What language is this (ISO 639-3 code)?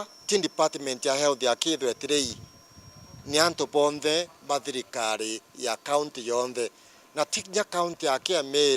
mer